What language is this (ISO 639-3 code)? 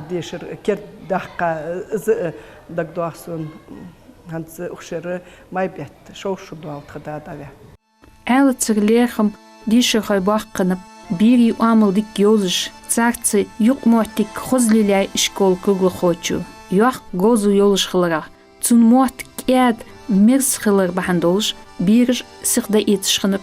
inh